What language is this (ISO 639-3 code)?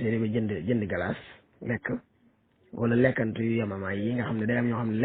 wol